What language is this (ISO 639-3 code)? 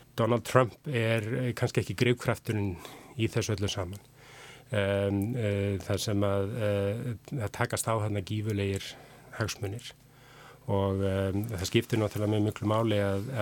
isl